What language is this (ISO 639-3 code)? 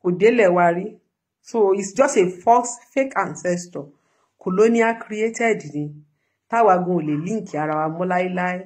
yor